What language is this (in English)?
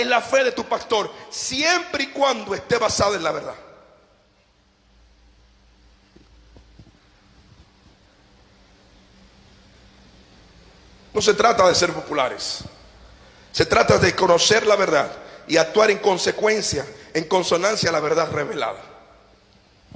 Spanish